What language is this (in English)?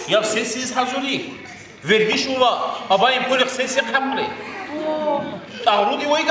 Tabassaran